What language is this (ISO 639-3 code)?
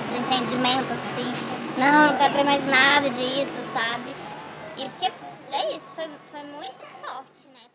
por